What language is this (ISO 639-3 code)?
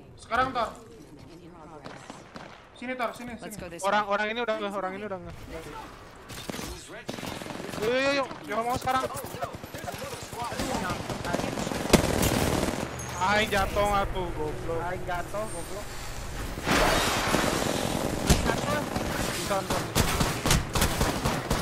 ind